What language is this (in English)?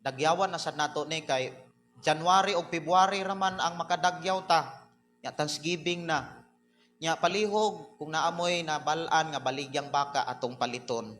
Cebuano